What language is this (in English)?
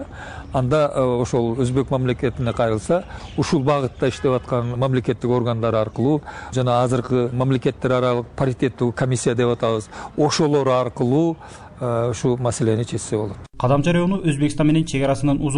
Kyrgyz